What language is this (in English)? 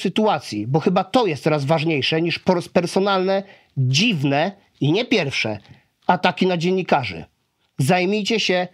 Polish